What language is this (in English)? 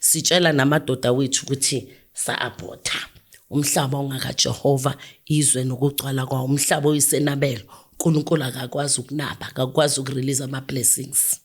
Zulu